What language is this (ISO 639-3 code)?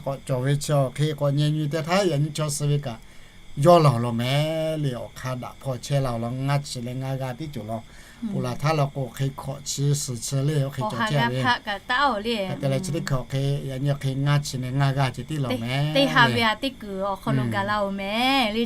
lhu